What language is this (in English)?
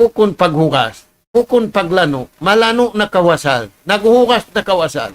Tausug